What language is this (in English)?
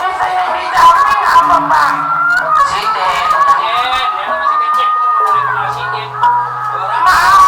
Betawi